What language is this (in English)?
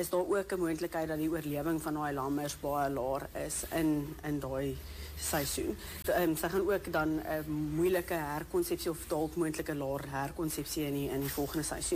Afrikaans